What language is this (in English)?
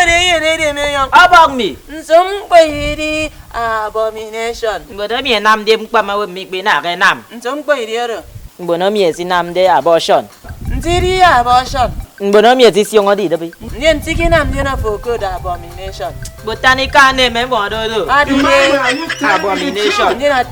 Efik